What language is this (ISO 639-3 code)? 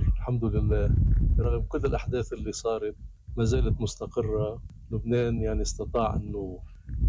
apc